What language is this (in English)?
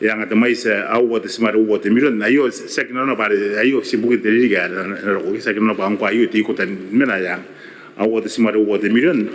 Gilbertese